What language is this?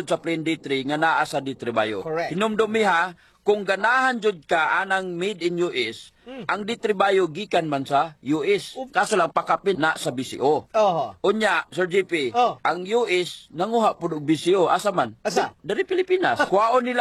Cebuano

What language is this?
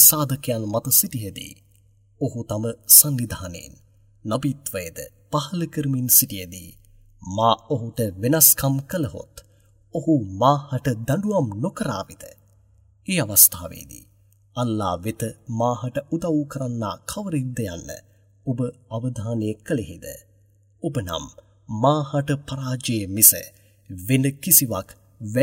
Sinhala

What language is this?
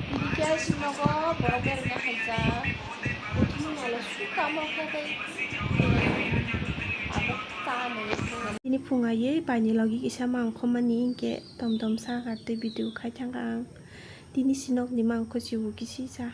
Kok Borok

